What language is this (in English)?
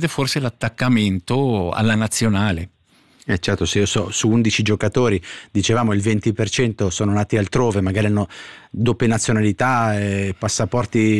Italian